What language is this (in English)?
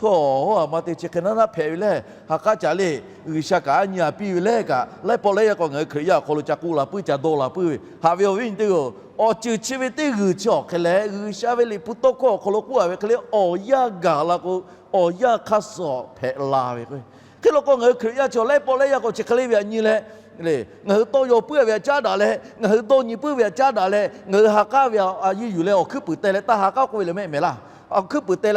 Lahu